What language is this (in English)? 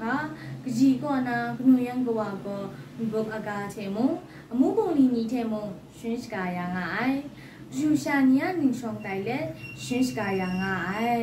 Kachin